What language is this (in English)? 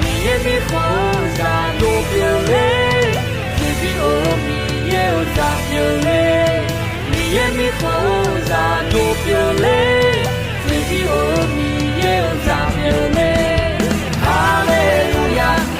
Akha